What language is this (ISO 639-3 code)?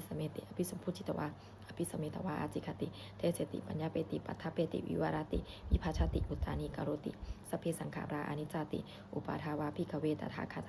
pli